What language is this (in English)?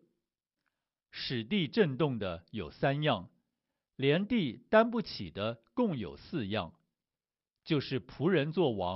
Chinese